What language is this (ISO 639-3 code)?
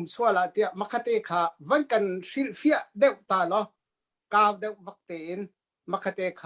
cnh